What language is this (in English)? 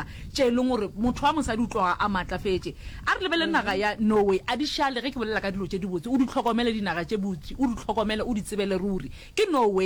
Northern Sotho